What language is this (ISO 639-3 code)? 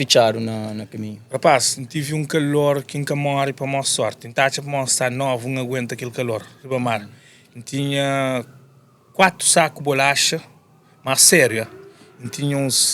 kea